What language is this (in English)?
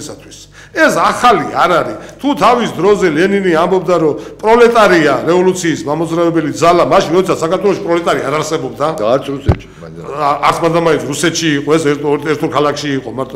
Georgian